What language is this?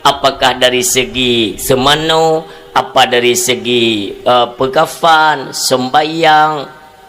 Achinese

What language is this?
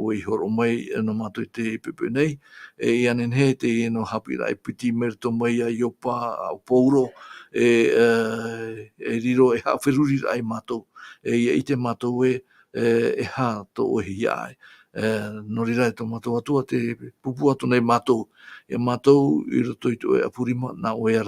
Tahitian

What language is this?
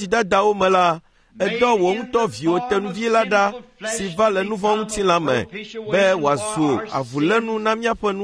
Ewe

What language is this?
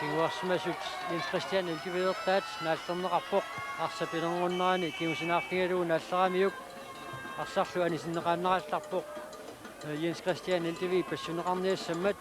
Kalaallisut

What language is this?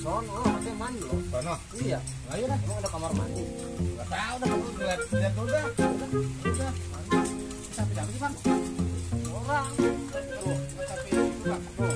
Betawi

